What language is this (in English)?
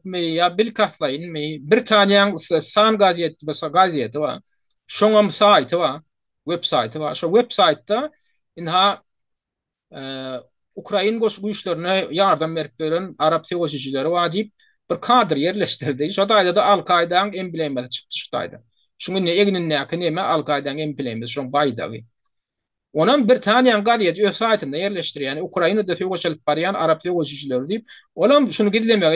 Turkmen